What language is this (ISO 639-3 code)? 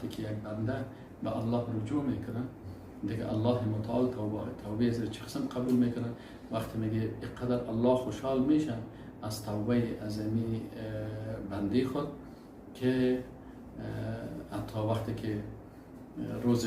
fas